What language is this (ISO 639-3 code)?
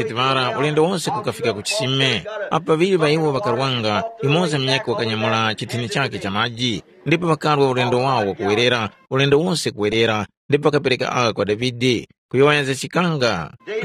tum